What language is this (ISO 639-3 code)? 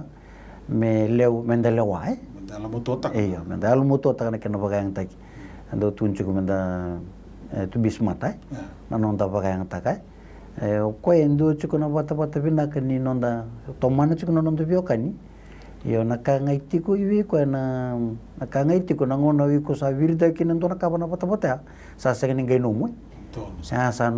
fij